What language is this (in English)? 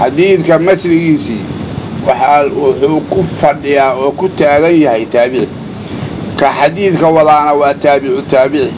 Somali